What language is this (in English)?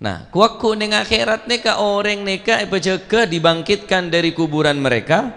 Madurese